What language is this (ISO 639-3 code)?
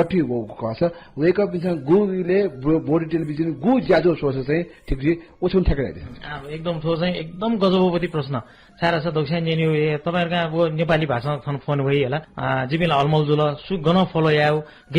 new